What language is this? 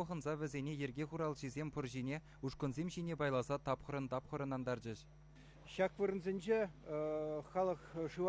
Chuvash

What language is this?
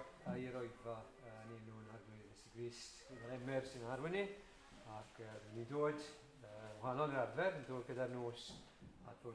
Welsh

